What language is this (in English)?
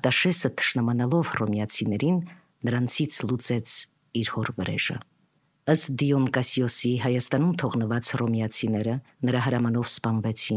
Armenian